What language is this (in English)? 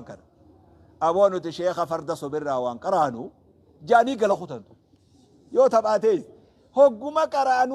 Oromo